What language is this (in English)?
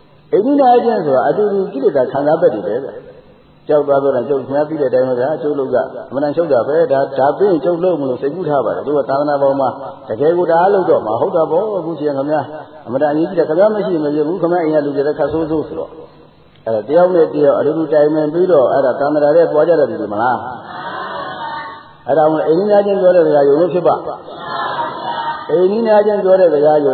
Burmese